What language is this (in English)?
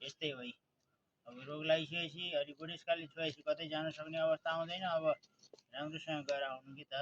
Nepali